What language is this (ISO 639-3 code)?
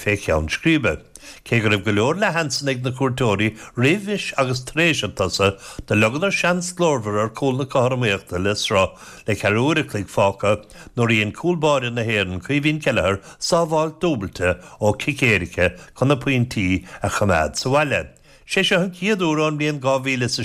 gle